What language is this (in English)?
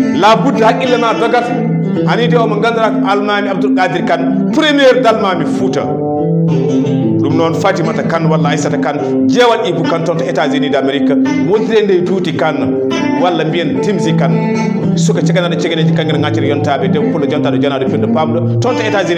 Fula